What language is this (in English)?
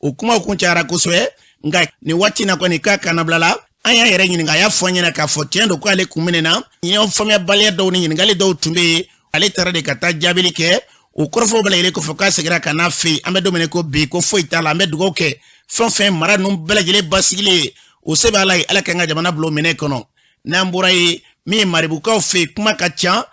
Bambara